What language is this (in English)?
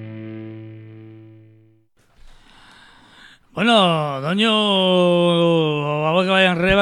Basque